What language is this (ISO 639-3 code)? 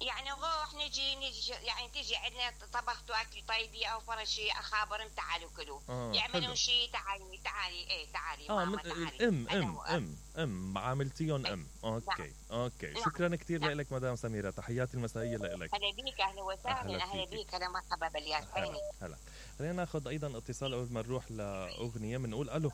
acm